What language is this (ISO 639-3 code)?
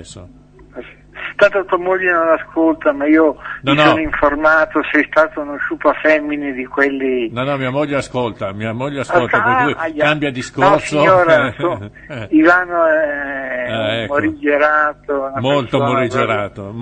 ita